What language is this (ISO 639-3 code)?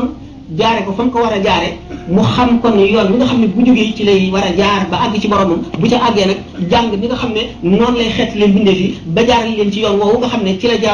wol